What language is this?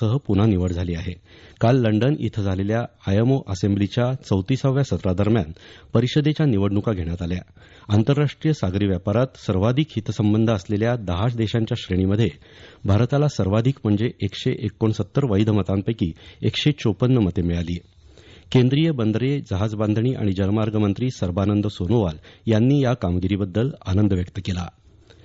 Marathi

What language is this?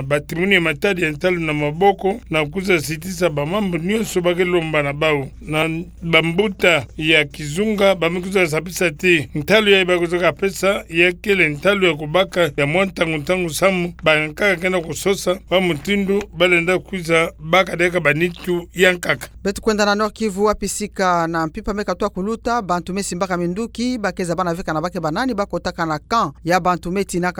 Kituba (Democratic Republic of Congo)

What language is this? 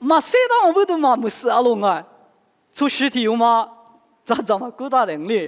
Lisu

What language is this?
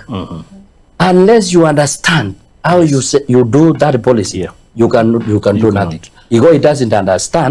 Gusii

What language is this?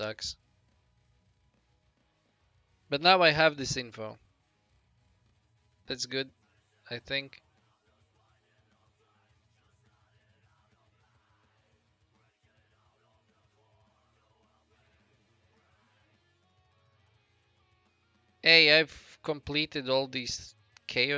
English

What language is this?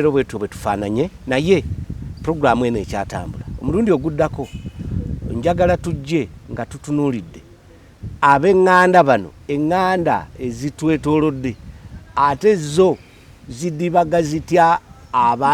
Ganda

